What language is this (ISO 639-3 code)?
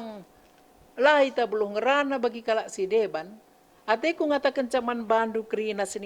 btx